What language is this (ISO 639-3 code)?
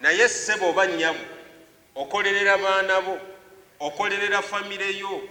lug